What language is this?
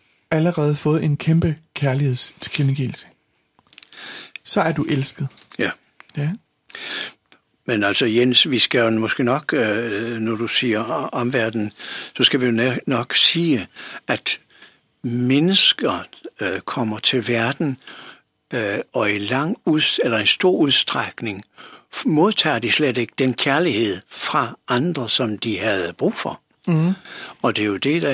Danish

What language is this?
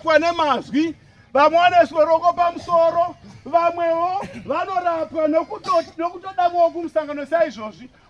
Shona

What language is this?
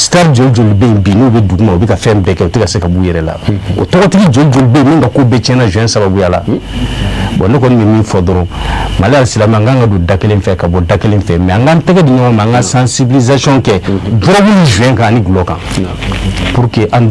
Bambara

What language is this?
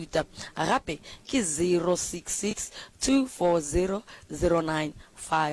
Northern Sotho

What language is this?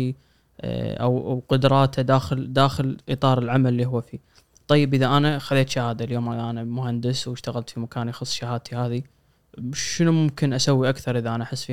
Gulf Arabic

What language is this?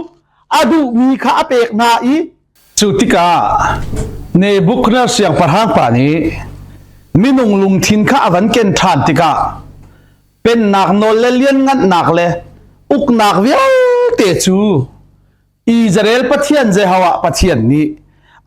Hakha Chin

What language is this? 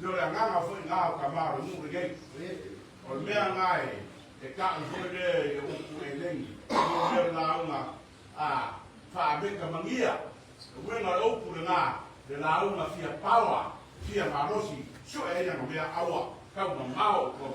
Samoan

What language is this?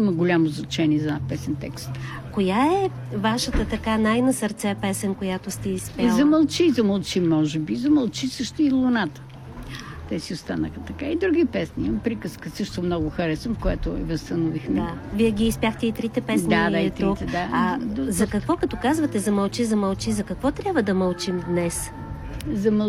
Bulgarian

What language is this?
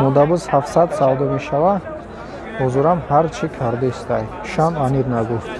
Tajik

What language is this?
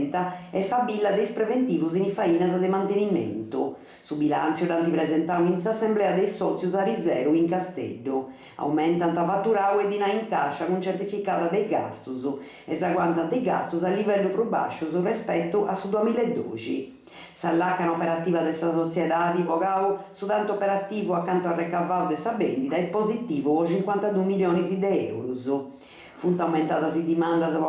Sardinian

